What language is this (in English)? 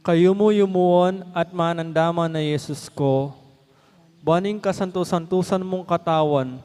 Pampanga